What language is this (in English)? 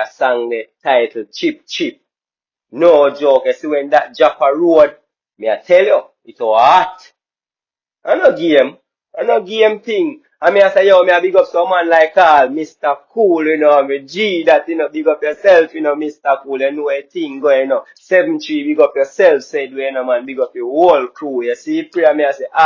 Jamaican Creole English